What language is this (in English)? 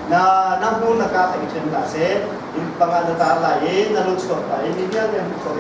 Hakha Chin